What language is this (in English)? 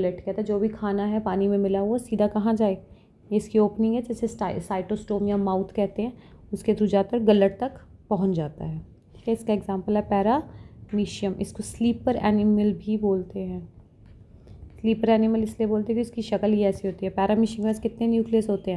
Hindi